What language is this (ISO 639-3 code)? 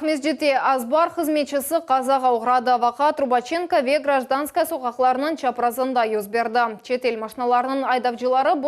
crh